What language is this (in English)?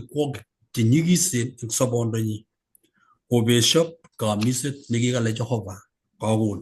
Kalenjin